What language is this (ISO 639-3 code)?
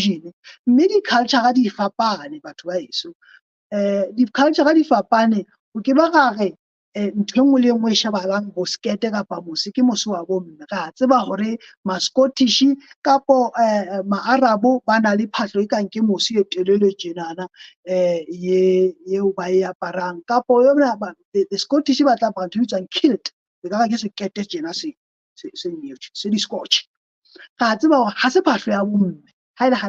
sot